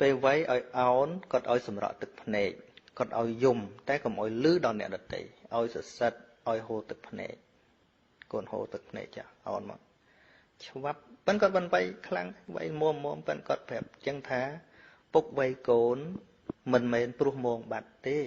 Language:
Khmer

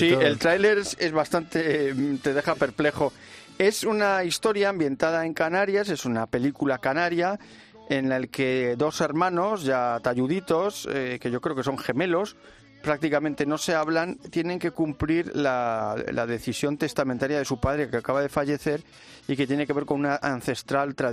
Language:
Spanish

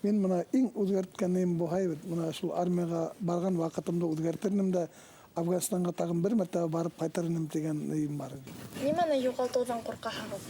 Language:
Bashkir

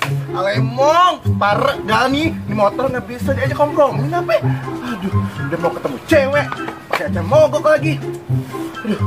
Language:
Betawi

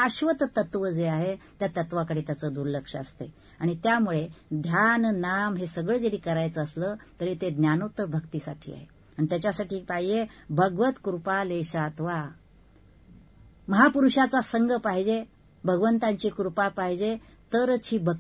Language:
Marathi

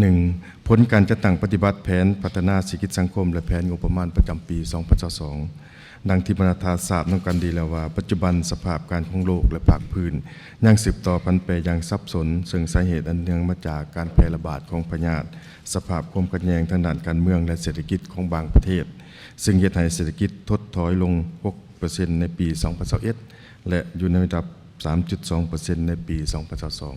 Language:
Lao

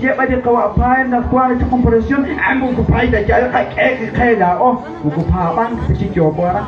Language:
Kekchí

